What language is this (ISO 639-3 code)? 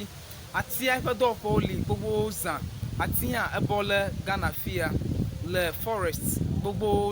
ewe